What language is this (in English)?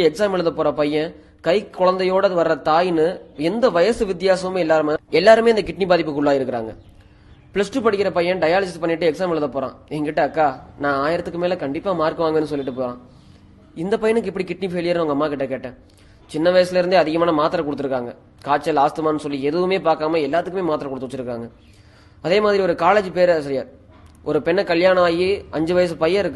Tamil